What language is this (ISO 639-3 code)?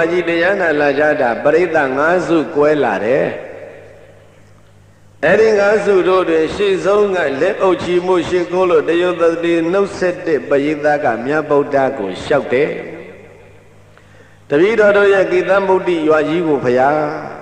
mya